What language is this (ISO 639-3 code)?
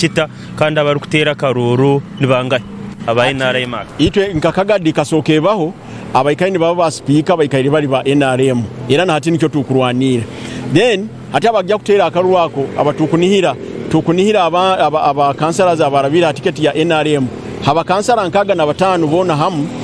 nyn